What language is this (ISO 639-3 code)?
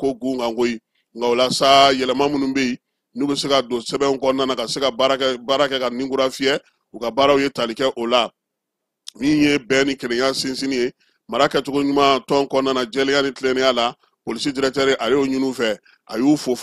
bam